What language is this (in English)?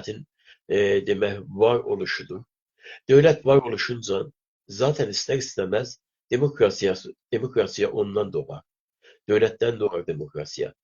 South Azerbaijani